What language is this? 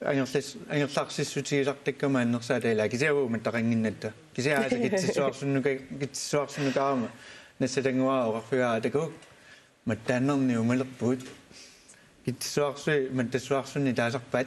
Kalaallisut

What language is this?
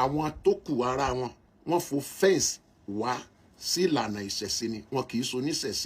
Yoruba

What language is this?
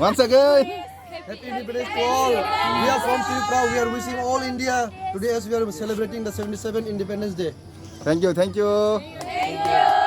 Kok Borok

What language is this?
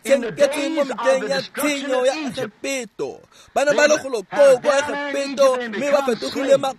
Tswana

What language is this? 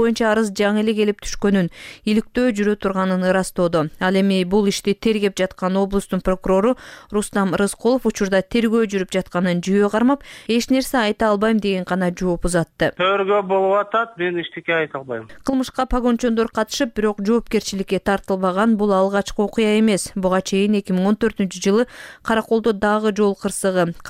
Kyrgyz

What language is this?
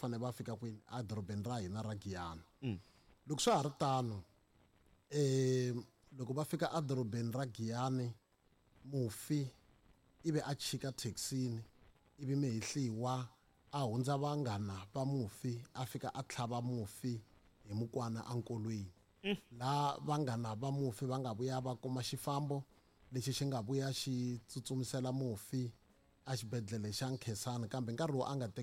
Tsonga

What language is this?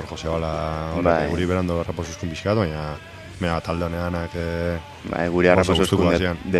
Basque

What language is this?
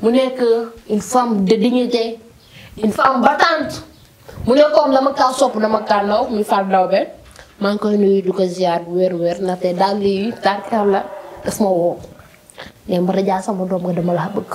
Wolof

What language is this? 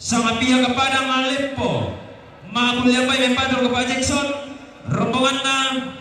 Toraja-Sa'dan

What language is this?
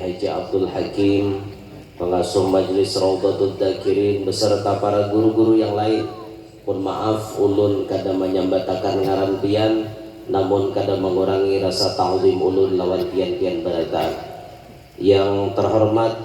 Banjar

